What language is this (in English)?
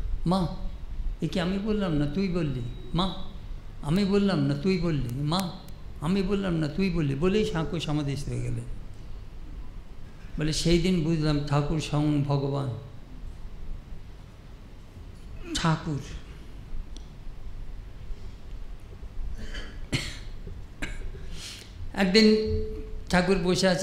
Bangla